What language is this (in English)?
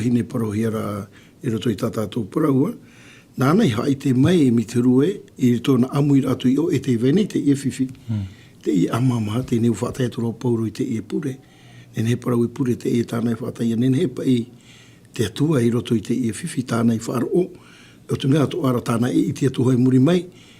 Tahitian